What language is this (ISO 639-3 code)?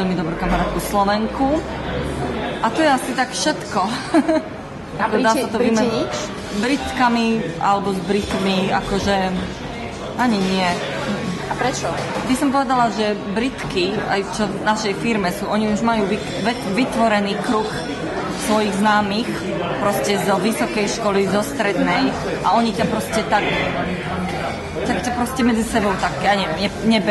slk